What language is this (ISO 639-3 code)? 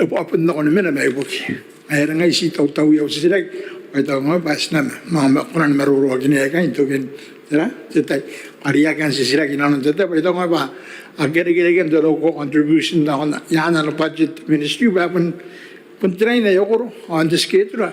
gil